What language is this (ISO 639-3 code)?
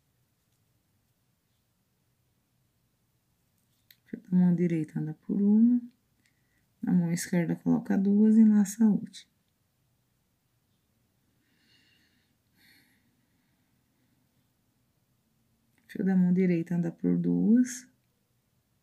por